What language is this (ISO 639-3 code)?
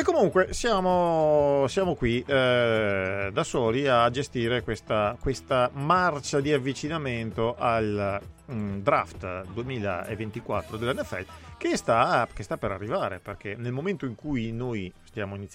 ita